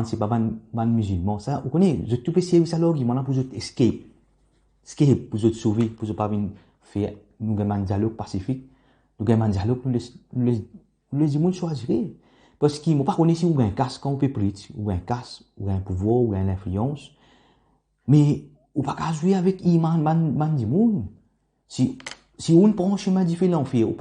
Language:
Morisyen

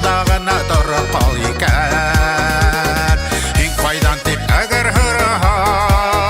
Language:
Bashkir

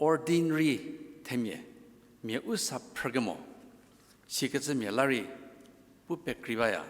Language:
Angami Naga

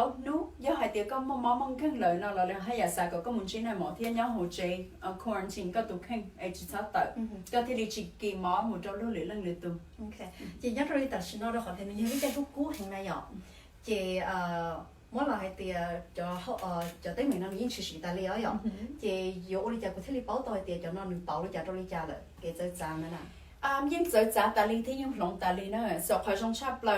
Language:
Hmong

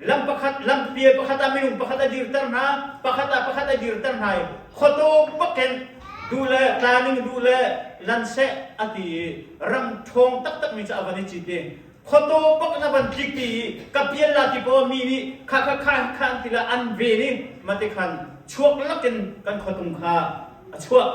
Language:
Hakha Chin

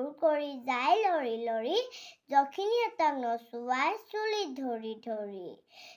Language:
Assamese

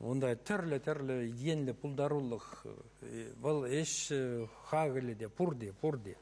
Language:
Chuvash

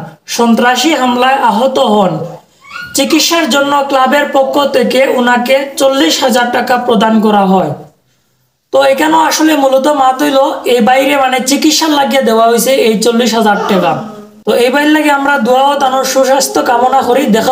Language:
Sylheti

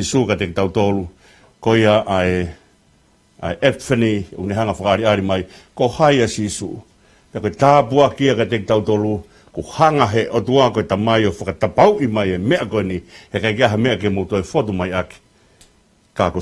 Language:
Tongan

